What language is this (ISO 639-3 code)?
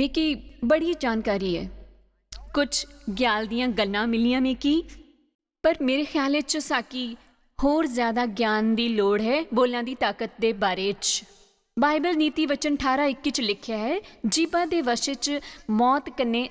doi